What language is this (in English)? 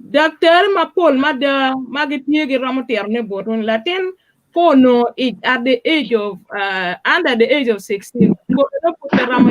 Acoli